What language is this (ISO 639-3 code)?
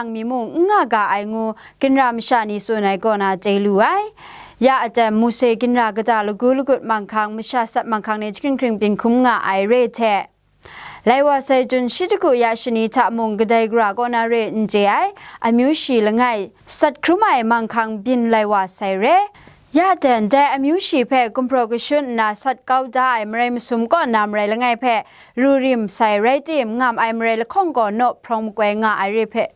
kac